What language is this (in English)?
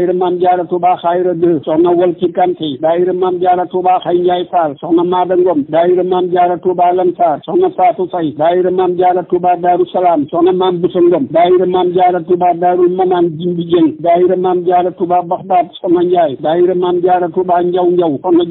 Wolof